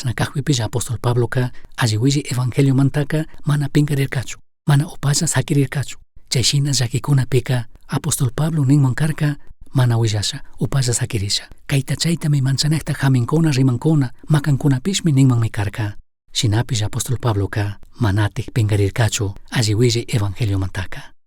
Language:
Chimborazo Highland Quichua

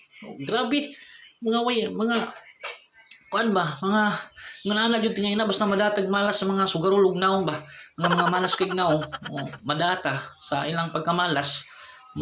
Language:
Cebuano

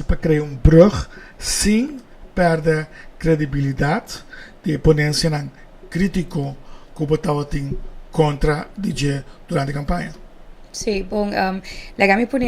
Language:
Papiamento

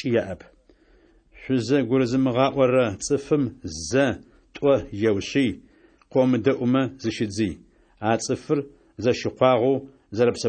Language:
Adyghe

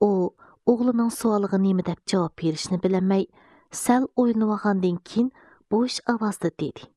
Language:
Uyghur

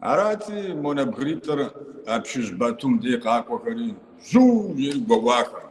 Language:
Kabardian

